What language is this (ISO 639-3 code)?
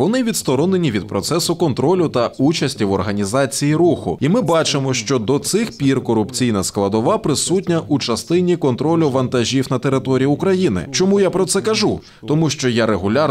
ukr